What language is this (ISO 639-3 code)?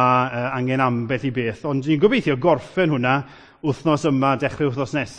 cym